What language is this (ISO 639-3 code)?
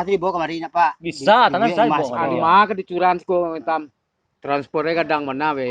min